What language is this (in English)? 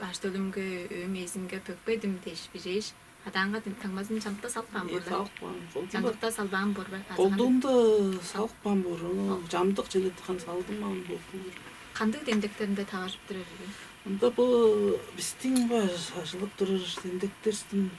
Tuvinian